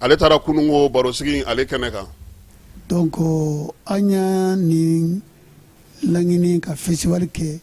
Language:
Bambara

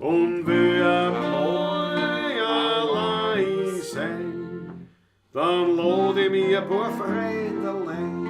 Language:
Bavarian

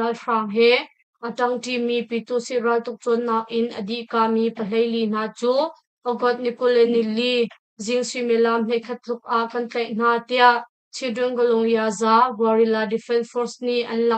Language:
Hakha Chin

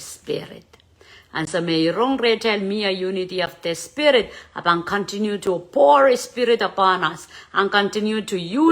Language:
Pohnpeian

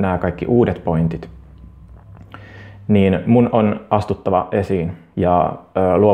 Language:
Finnish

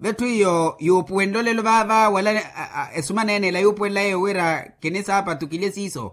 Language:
Makhuwa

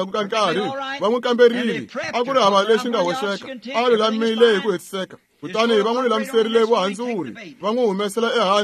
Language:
Tsonga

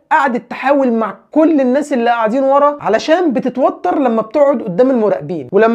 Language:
Egyptian Arabic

